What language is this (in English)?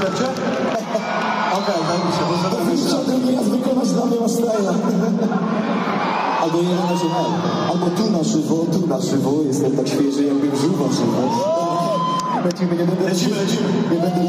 Polish